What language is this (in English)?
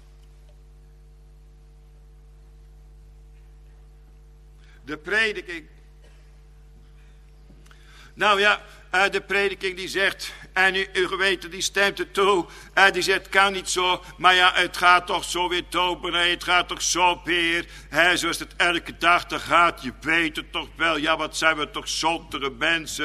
Dutch